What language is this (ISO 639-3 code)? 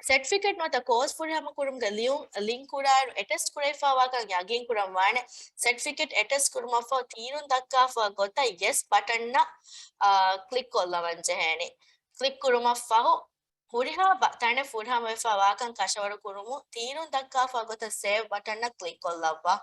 div